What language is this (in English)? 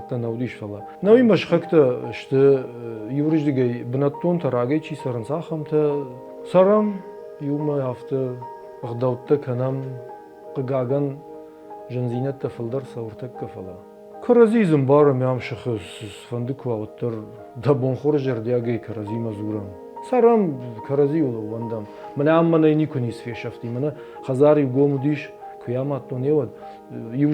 Ossetic